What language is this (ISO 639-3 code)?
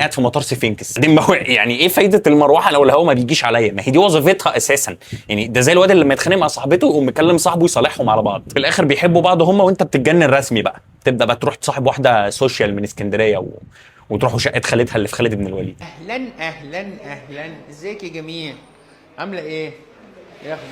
arz